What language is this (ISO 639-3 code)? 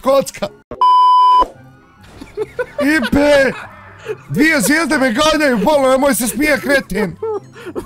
bos